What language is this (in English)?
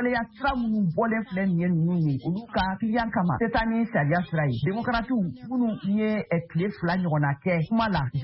Bambara